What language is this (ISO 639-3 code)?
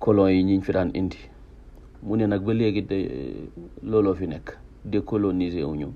wol